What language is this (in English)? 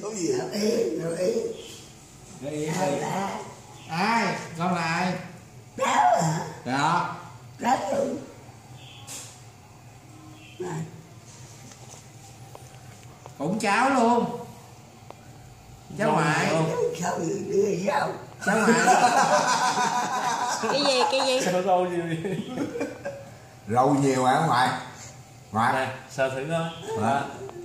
Vietnamese